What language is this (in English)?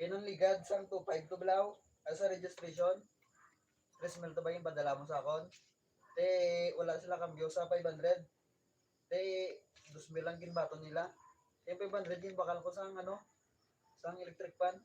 Hiligaynon